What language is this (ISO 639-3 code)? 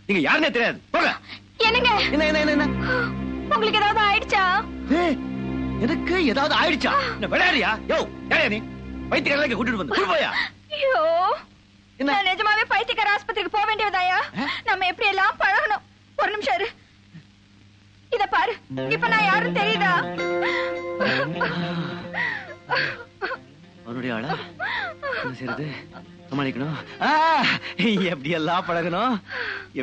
tam